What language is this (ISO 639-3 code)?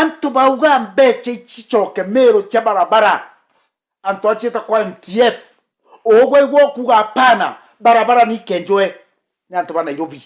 mer